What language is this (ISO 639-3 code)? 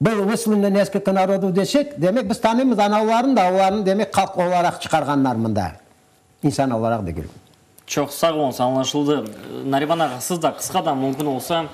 crh